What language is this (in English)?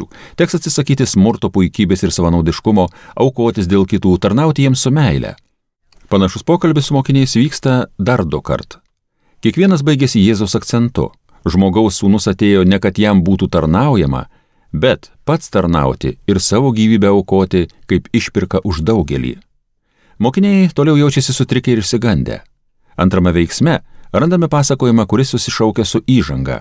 Lithuanian